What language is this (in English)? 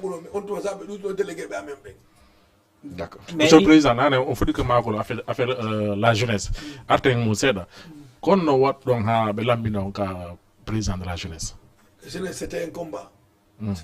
Fula